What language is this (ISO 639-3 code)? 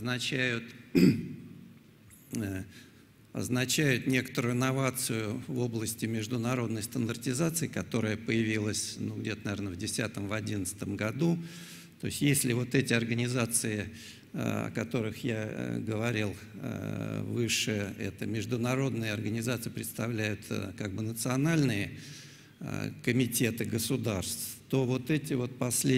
rus